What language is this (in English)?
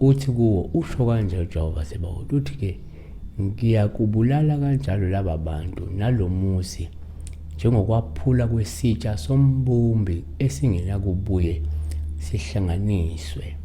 Zulu